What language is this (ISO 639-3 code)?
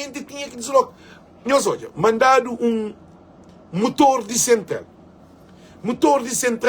kea